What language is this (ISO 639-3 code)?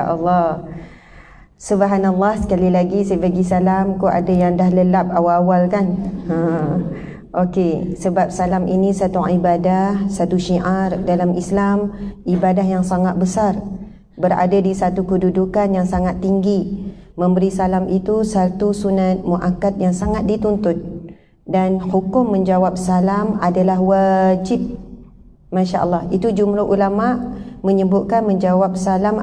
msa